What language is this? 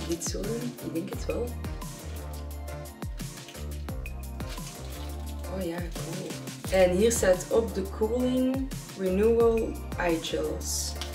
Dutch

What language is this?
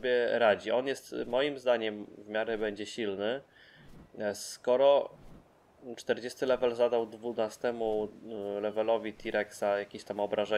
Polish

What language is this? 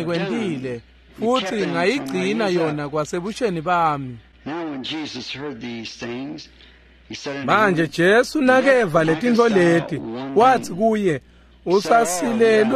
Swati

